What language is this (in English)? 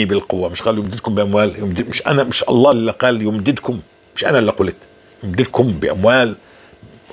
North Levantine Arabic